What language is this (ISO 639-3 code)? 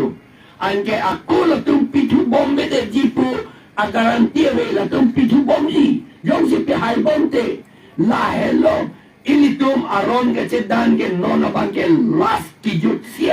mjw